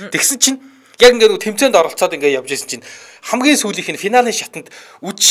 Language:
Mongolian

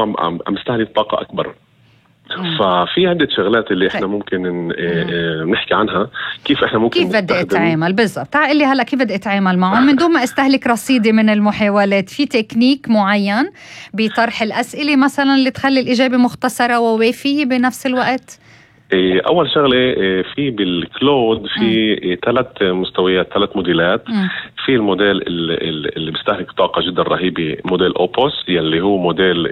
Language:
North Levantine Arabic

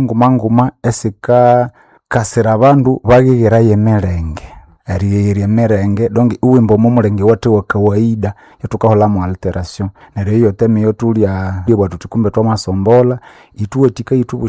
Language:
Nande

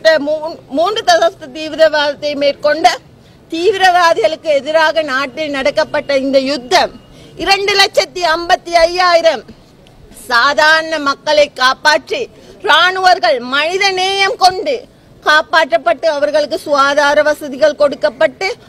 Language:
Tamil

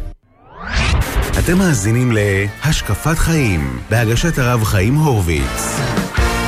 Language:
Hebrew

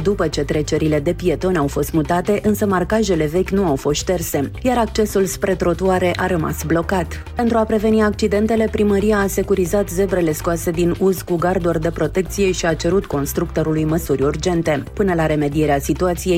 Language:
Romanian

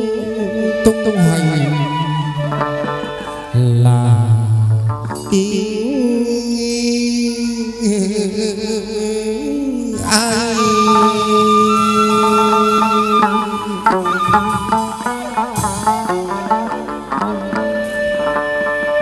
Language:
Vietnamese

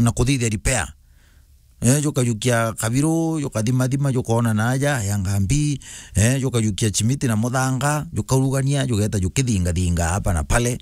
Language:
Meru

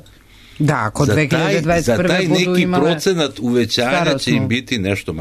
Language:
Serbian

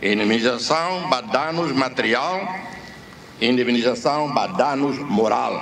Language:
Tetum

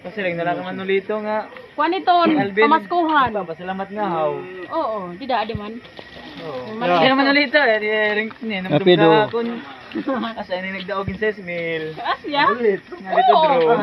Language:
Waray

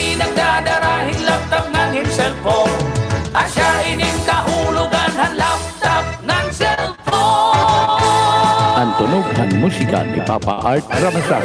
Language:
Waray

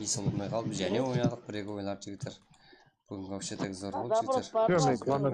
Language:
Kara-Kalpak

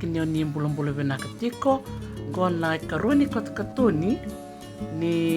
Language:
Fijian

